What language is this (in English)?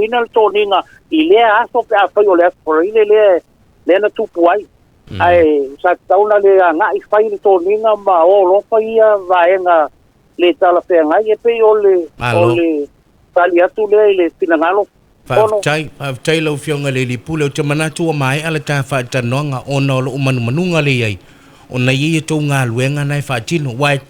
Samoan